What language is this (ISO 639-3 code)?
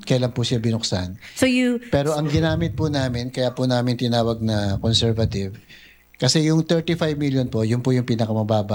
fil